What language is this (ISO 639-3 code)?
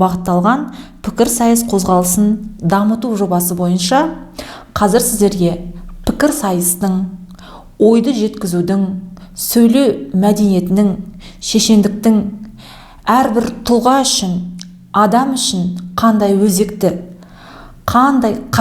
kaz